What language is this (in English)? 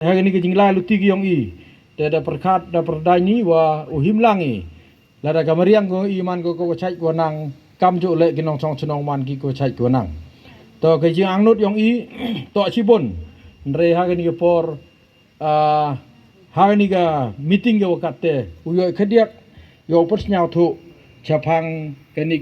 Khasi